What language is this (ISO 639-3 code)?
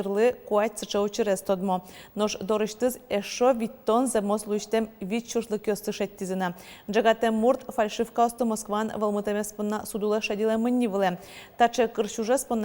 udm